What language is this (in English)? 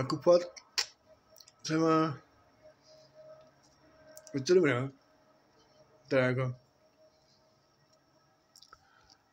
Czech